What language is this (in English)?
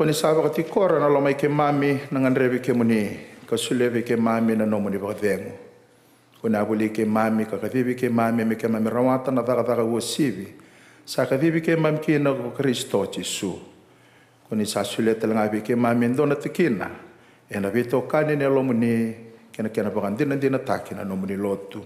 Fijian